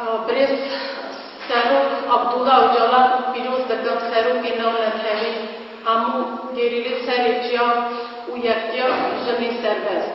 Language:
Kurdish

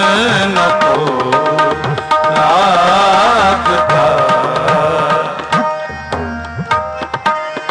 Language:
Punjabi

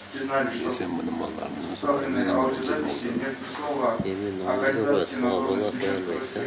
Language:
Russian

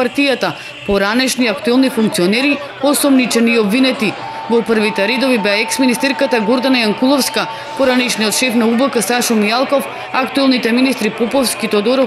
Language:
Macedonian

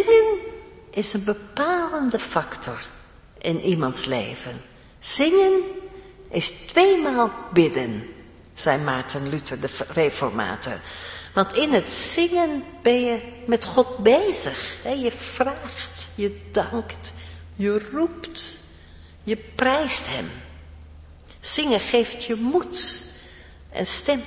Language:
Dutch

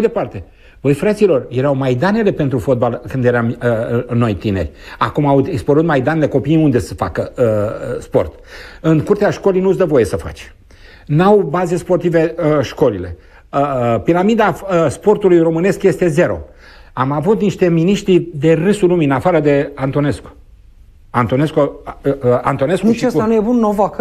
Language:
Romanian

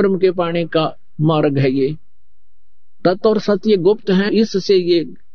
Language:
Hindi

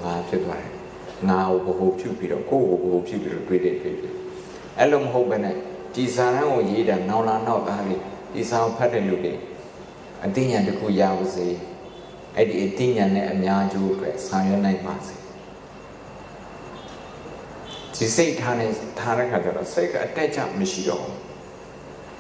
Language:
Burmese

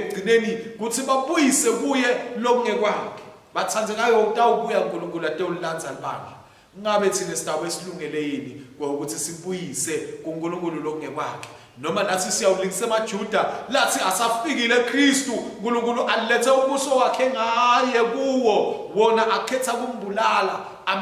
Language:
Swati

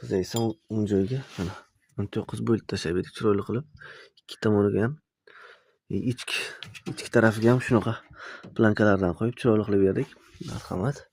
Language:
Uzbek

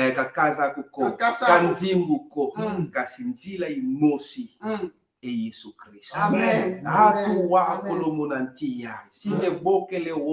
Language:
Kongo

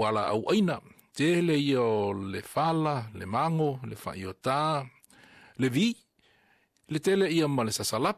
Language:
Samoan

